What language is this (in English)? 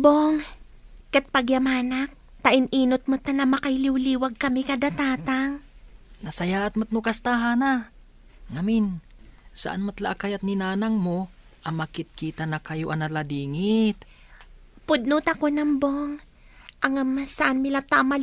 Iloko